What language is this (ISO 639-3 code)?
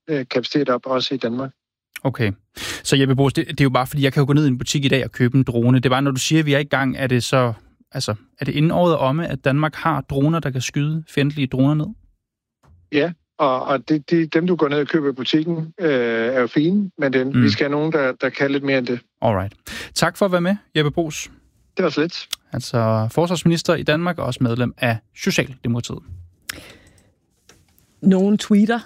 dan